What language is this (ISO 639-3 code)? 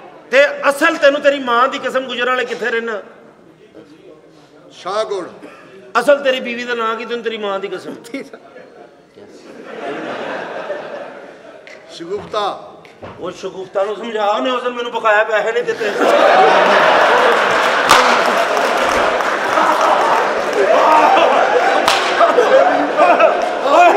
pan